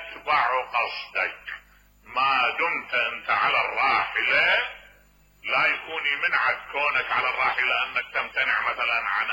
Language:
Mesopotamian Arabic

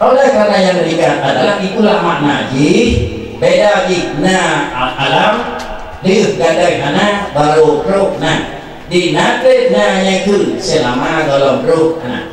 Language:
Achinese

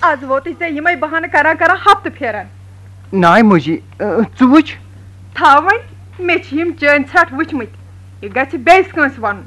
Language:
Kashmiri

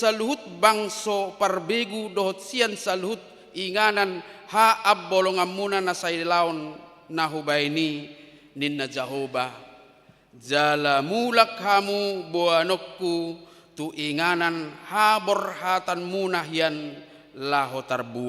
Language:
Batak Toba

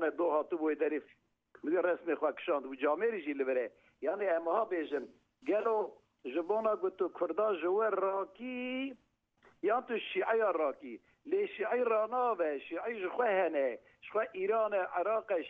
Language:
Kurdish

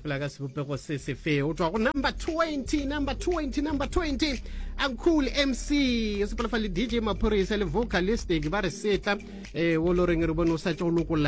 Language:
Northern Sotho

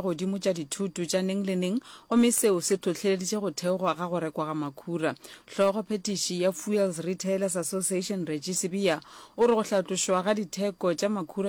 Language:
Northern Sotho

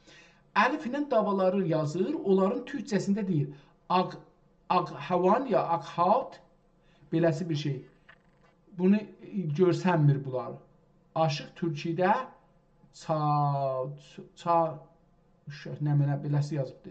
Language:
South Azerbaijani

